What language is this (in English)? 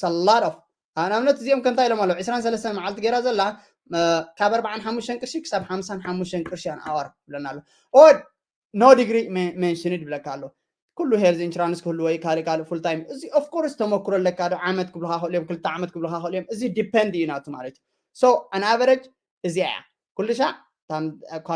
Tigrinya